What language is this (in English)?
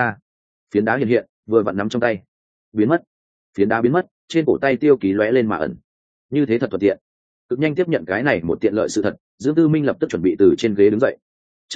Vietnamese